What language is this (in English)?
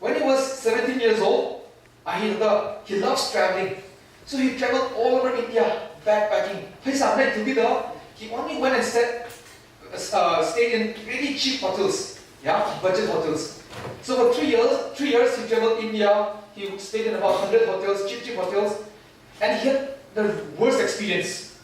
Tangkhul Naga (India)